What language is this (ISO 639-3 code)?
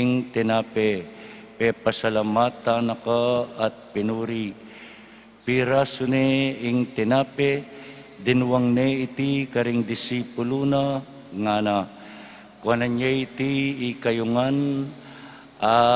pam